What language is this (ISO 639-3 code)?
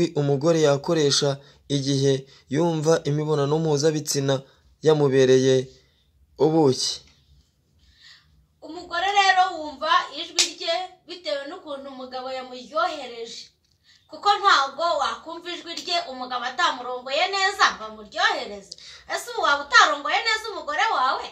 kin